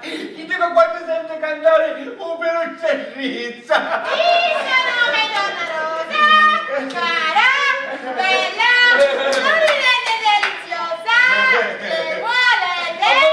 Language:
Sicilian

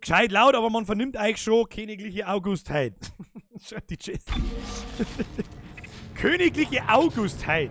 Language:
Bavarian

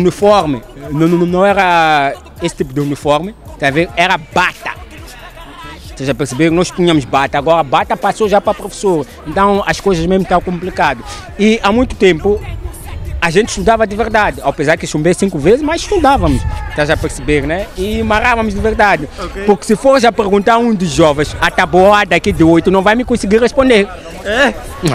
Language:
Portuguese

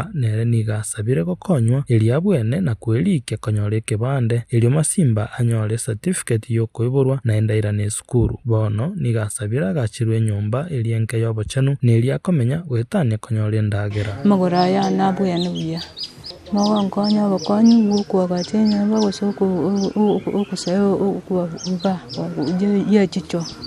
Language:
Gusii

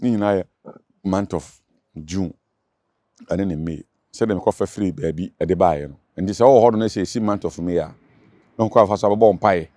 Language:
Akan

